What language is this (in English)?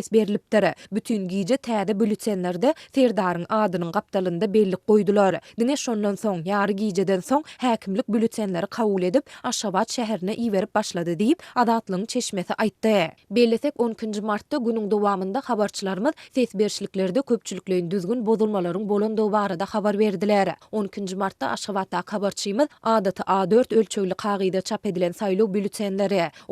Turkmen